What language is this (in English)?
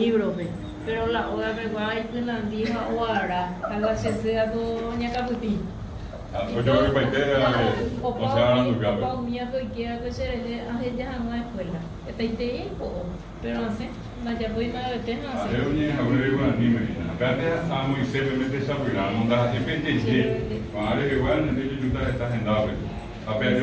Guarani